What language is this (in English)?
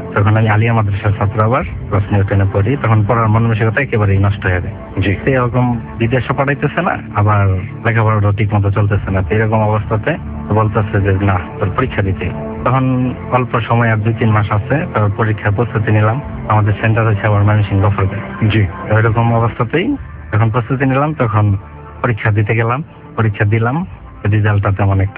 Bangla